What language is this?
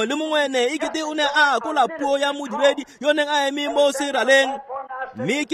Tswana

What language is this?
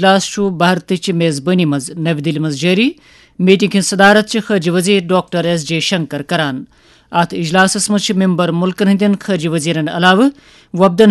Kashmiri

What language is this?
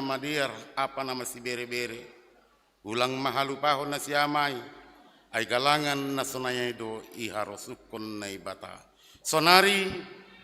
Batak Simalungun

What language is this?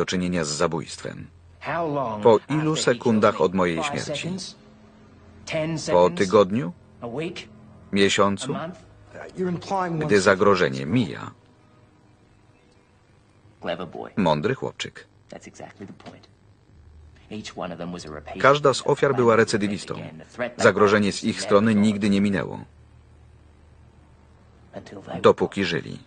Polish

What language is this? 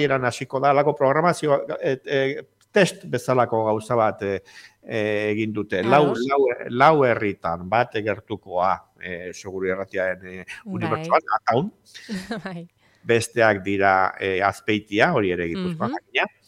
Basque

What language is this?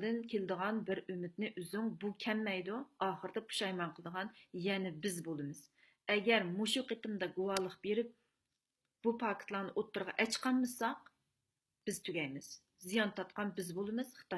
Uyghur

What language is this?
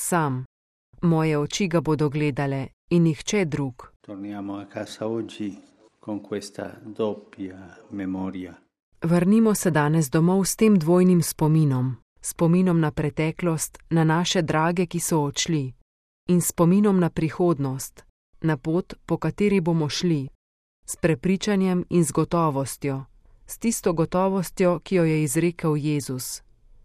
Slovenian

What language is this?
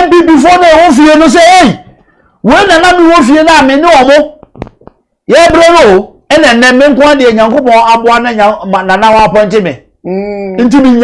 Akan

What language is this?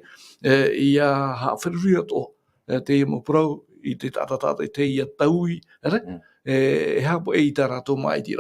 Tahitian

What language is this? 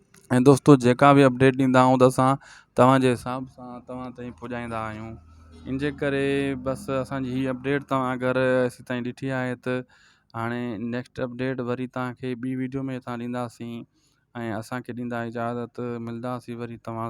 Sindhi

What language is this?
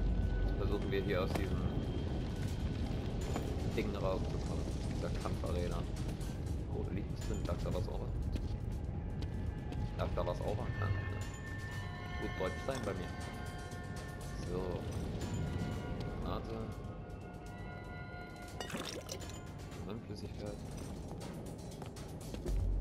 German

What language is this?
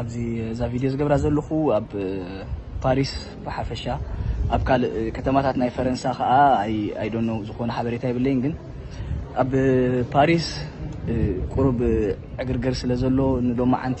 Tigrinya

